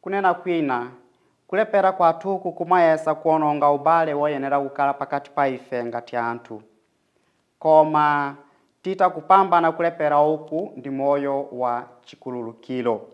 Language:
Nyanja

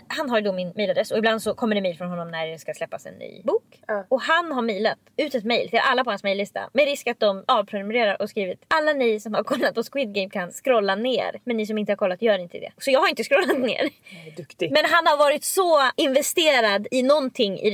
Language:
Swedish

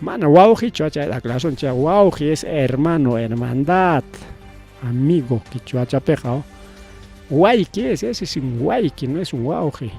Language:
Ayacucho Quechua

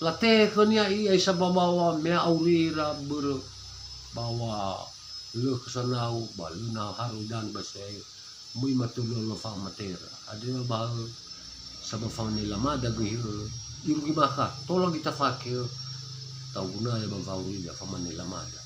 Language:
Nias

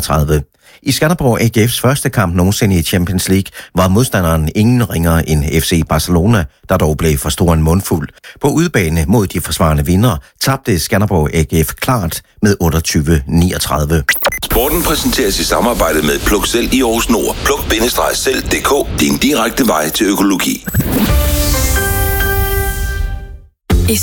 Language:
Danish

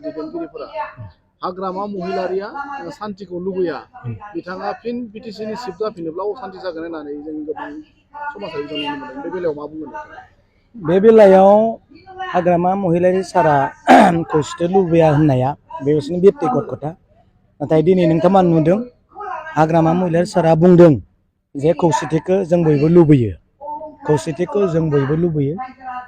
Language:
Bodo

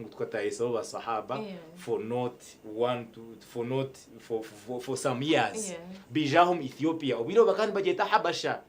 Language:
Nyankole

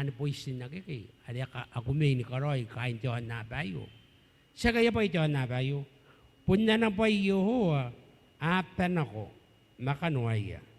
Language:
Gilbertese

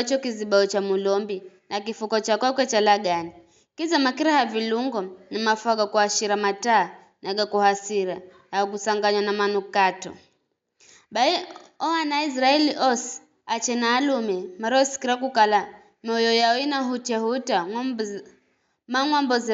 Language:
Giryama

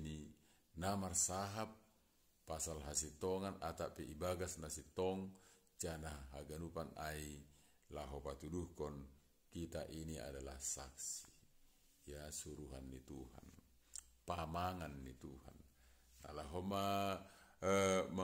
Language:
Batak Simalungun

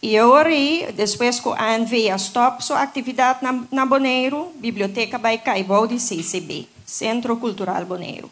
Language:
Papiamento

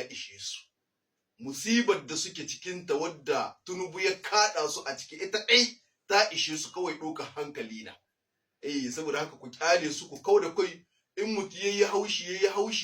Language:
Hausa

